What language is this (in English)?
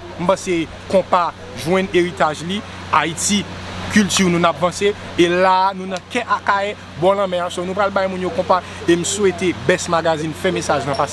Haitian Creole